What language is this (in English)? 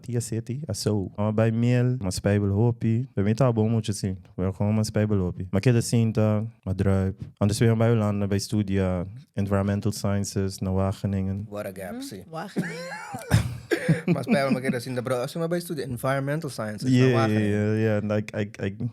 Papiamento